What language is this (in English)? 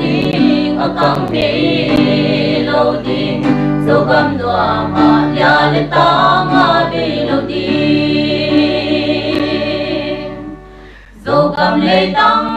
Paite Chin